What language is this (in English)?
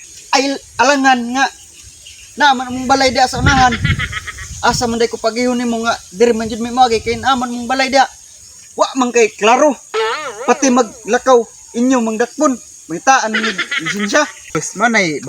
Cebuano